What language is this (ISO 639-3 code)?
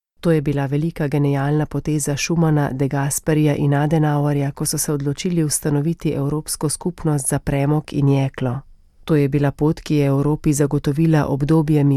slv